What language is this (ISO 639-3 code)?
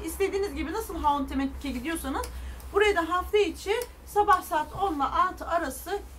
tur